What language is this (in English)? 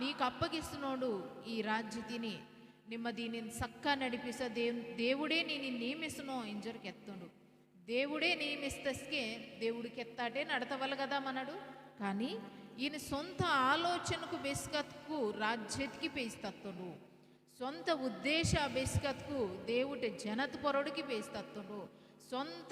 Koya